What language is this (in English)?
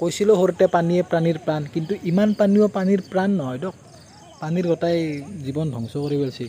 Assamese